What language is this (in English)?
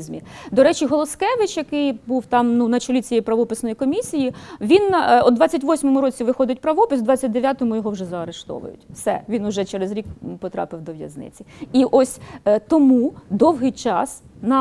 Ukrainian